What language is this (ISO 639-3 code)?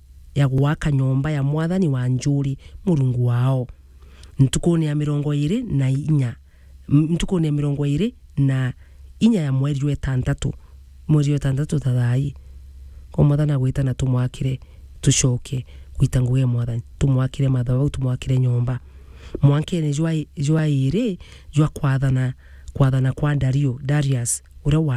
mer